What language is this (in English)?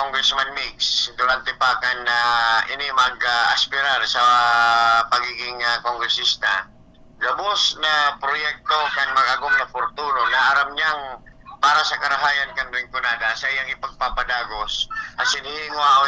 Bikol